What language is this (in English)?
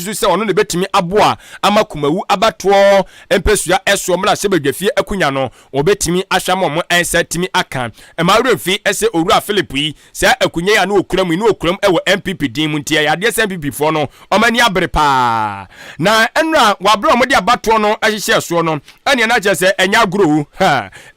Akan